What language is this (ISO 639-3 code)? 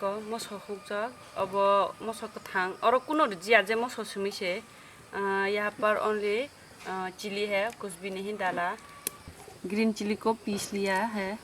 trp